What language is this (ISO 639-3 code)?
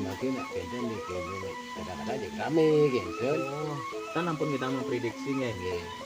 ban